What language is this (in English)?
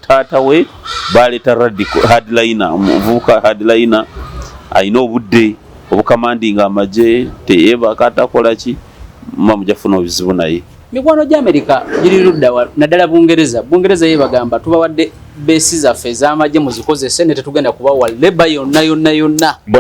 Ganda